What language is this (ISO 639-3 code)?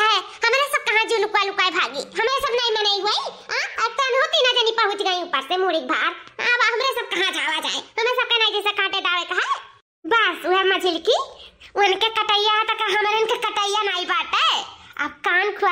awa